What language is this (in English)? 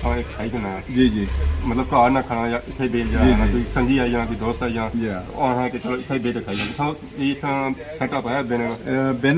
Pahari-Potwari